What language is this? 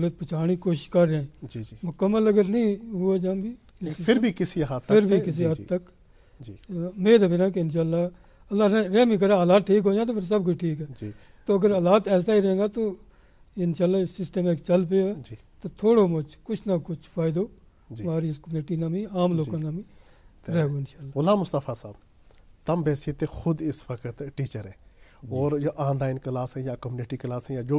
Gujari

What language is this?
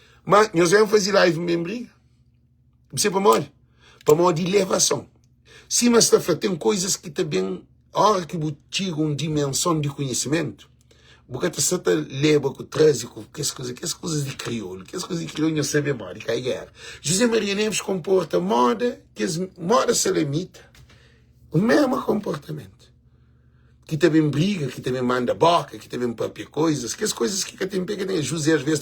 Kabuverdianu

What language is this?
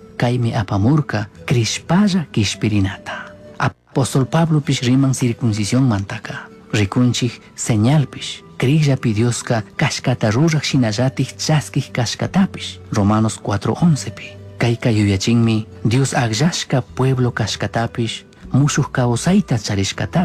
Chimborazo Highland Quichua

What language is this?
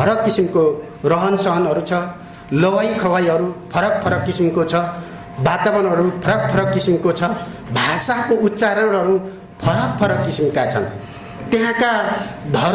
Nepali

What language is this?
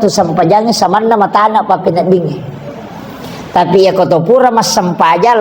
Buginese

